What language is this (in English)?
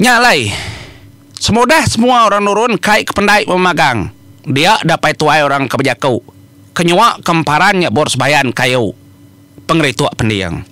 Iban